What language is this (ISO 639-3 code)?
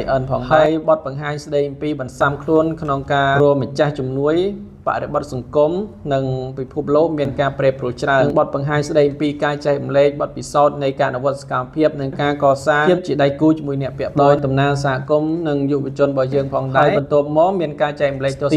khm